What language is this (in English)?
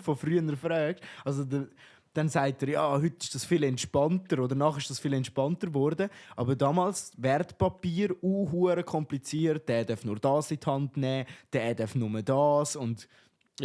Swiss German